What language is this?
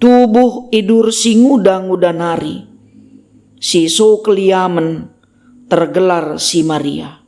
Batak Karo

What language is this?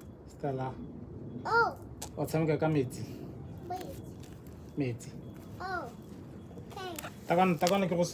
Tswana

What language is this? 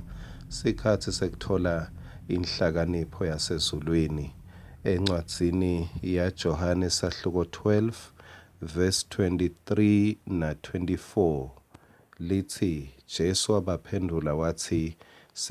Swati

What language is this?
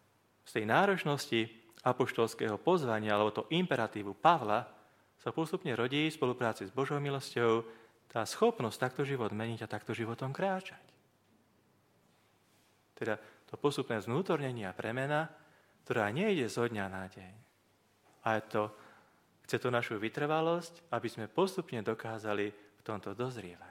Slovak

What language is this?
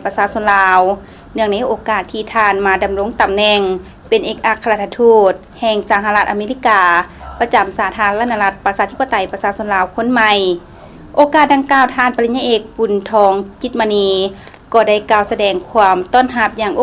Lao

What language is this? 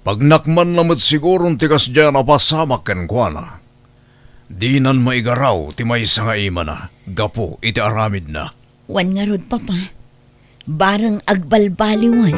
Iloko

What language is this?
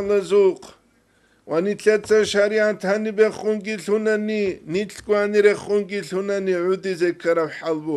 Avaric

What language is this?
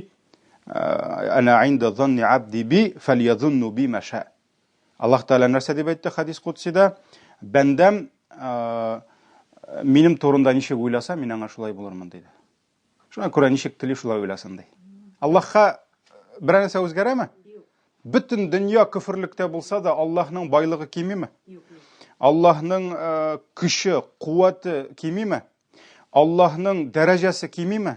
Tatar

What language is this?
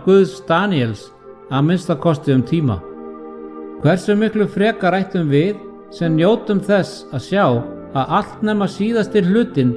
Icelandic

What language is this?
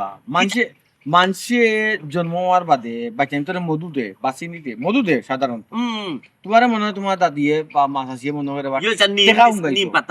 Sylheti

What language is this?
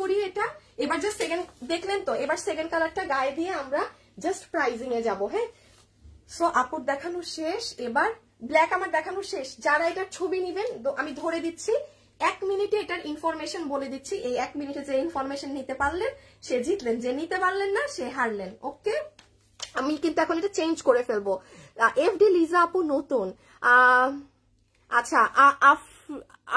Bangla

